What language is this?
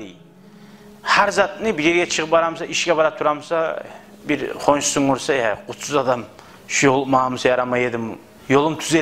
Kumyk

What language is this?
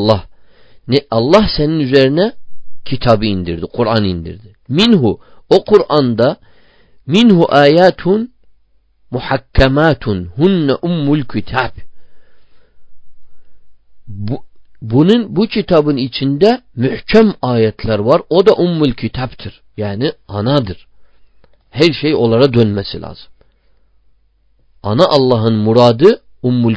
Turkish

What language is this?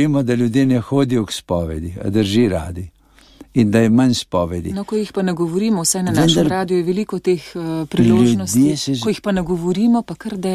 Slovenian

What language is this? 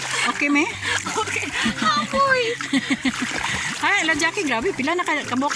Cebuano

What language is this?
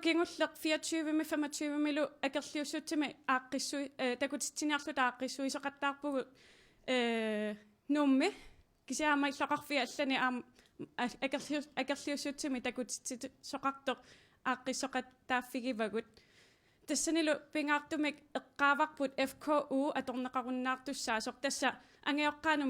Kalaallisut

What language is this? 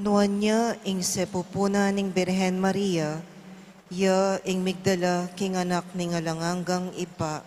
Pampanga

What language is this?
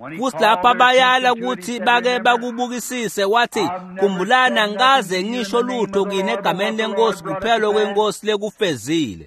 Swati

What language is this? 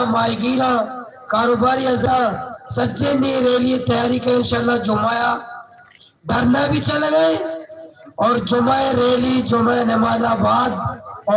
Baluchi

